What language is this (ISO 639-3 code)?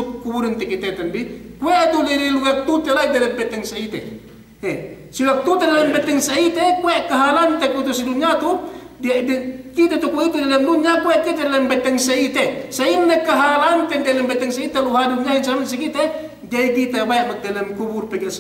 yka